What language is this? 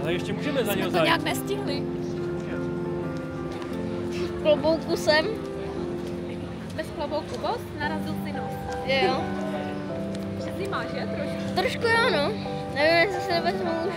Czech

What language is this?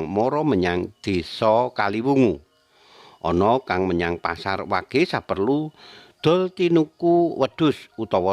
Javanese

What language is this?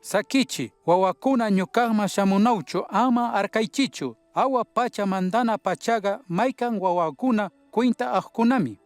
Chimborazo Highland Quichua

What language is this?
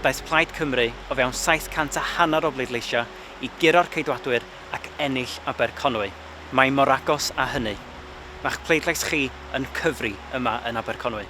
Welsh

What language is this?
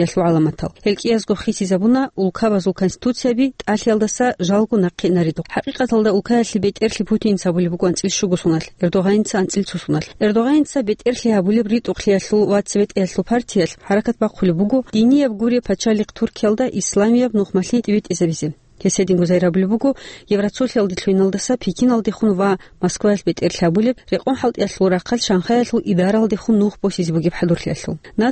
Avaric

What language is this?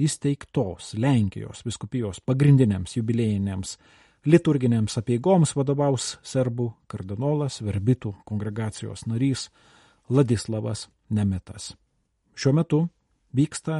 Lithuanian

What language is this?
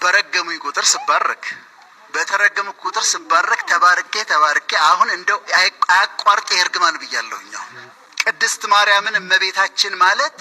Amharic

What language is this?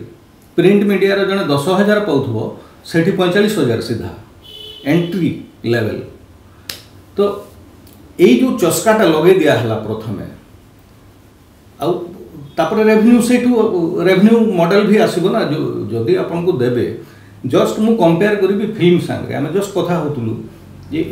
Odia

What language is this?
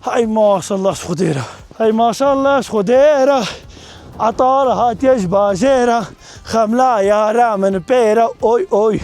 Kurdish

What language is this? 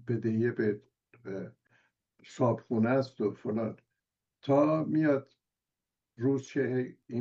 Persian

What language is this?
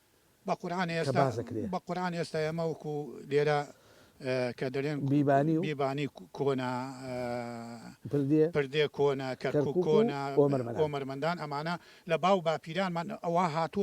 Central Kurdish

